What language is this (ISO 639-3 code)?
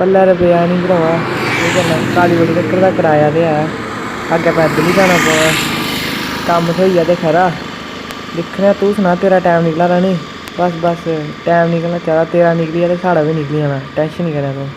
doi